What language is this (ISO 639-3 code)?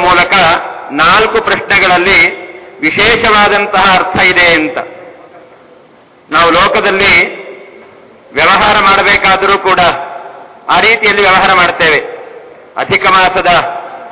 kan